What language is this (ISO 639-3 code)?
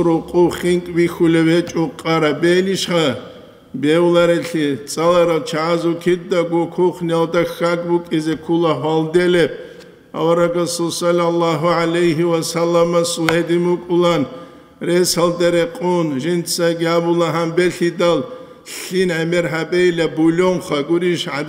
ava